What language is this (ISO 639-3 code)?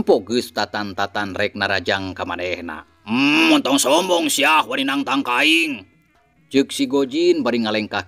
sun